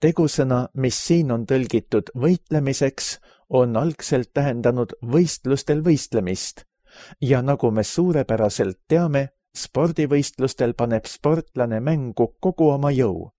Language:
Estonian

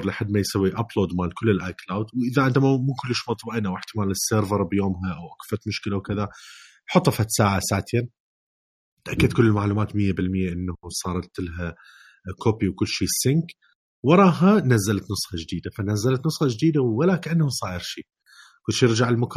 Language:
Mesopotamian Arabic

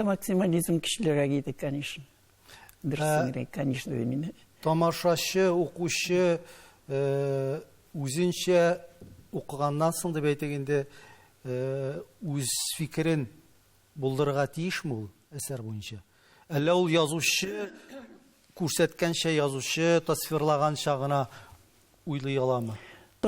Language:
Tatar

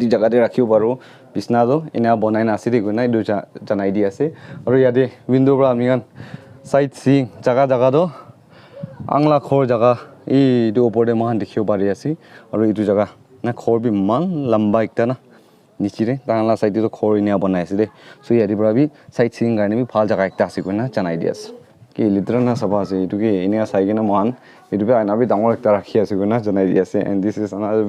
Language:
Naga Pidgin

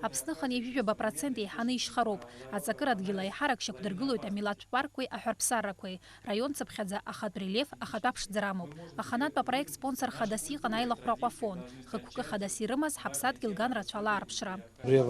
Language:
Abkhazian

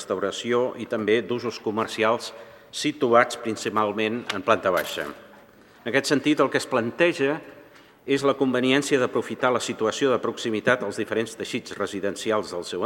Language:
Catalan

